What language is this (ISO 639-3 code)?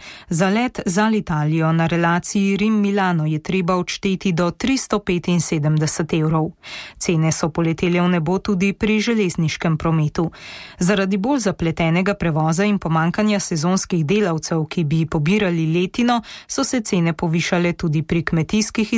slv